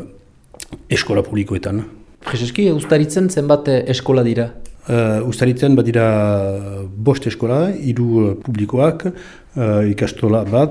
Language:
Basque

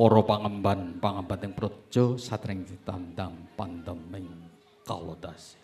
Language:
Javanese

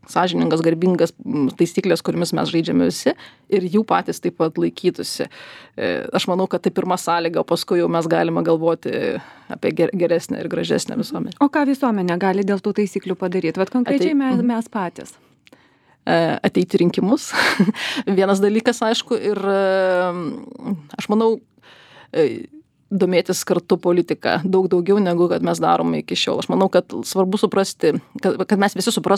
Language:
Lithuanian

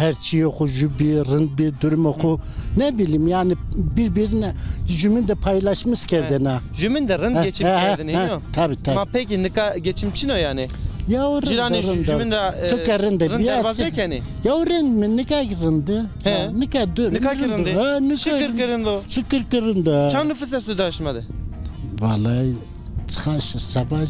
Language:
Zaza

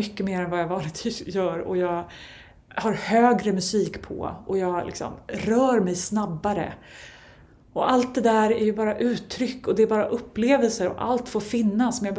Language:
Swedish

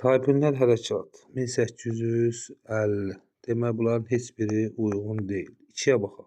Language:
Azerbaijani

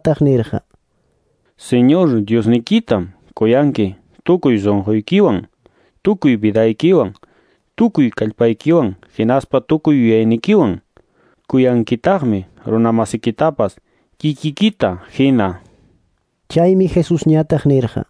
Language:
Quechua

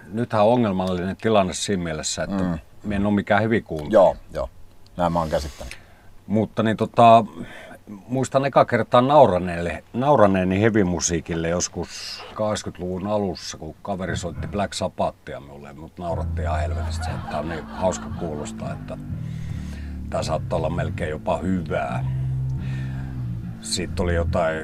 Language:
Finnish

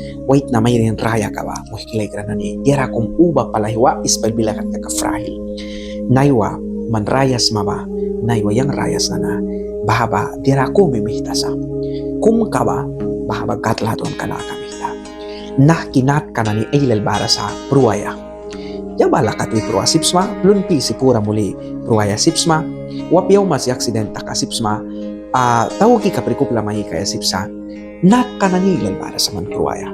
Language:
Mískito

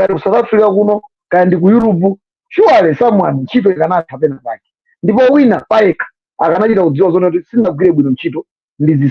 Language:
Nyanja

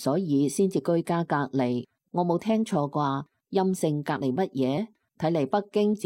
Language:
Cantonese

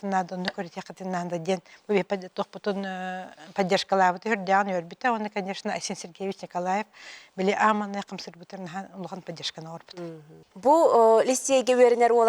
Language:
Yakut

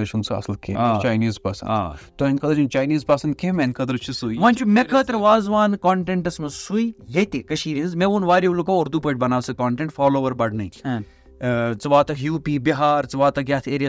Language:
Kashmiri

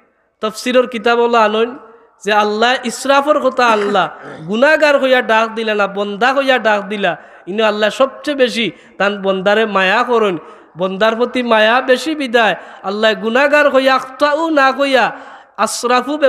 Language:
Sylheti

